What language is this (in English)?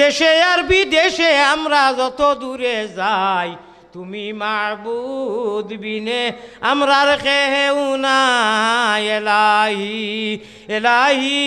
Sylheti